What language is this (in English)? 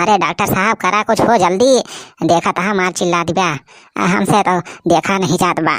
Awadhi